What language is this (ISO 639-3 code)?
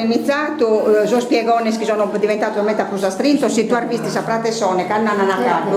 srd